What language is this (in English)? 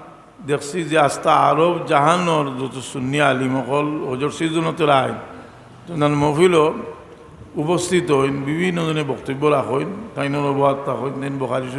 Sylheti